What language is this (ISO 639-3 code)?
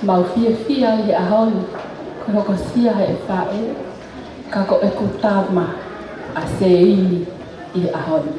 ton